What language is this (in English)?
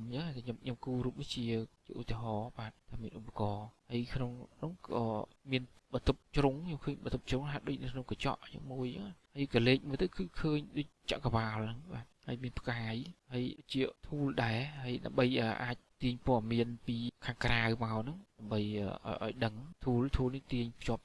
Khmer